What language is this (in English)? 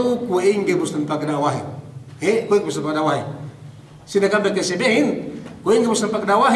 Yakan